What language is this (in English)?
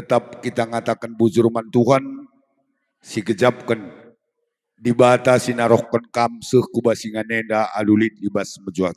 Batak Karo